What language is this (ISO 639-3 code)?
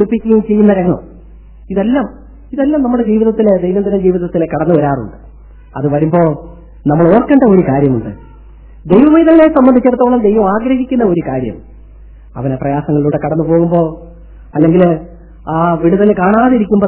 mal